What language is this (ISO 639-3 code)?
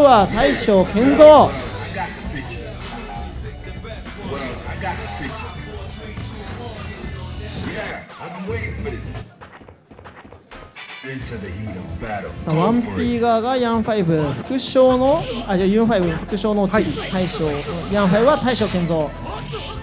jpn